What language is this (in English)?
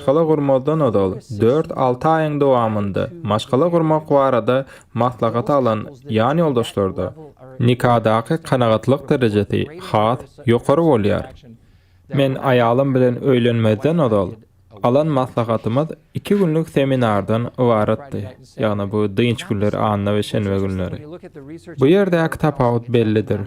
Turkmen